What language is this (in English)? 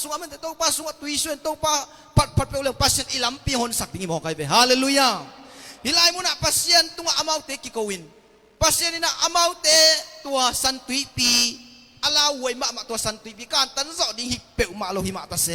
Tedim Chin